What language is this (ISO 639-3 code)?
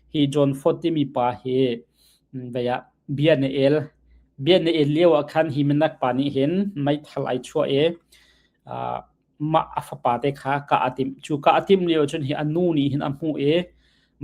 cnh